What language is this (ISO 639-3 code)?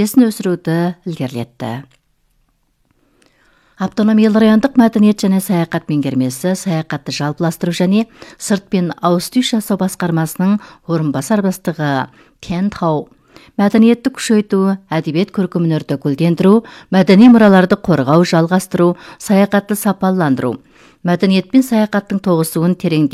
kaz